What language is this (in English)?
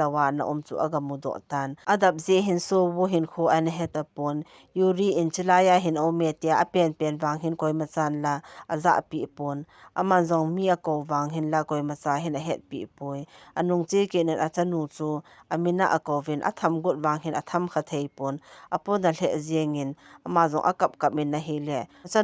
Thado Chin